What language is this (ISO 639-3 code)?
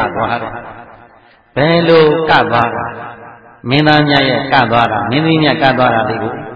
mya